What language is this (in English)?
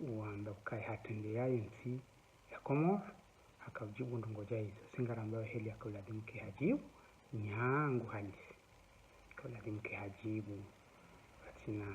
Ngazidja Comorian